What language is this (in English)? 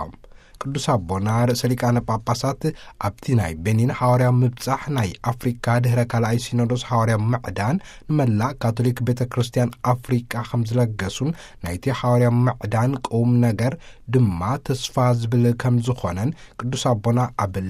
Tigrinya